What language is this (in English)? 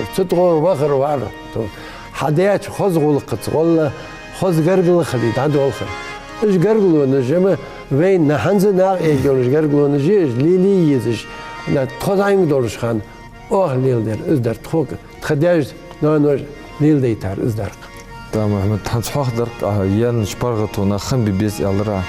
Ingush